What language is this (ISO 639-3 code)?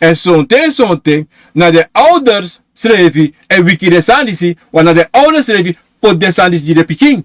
srn